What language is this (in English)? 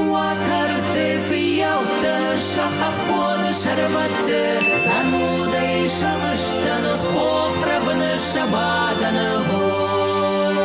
Ossetic